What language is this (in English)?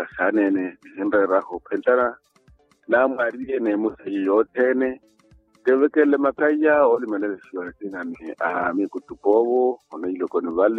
Makhuwa